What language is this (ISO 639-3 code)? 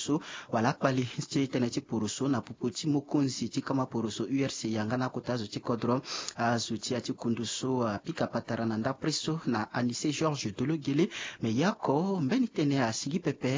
sag